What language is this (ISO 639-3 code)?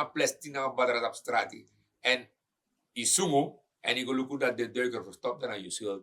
srn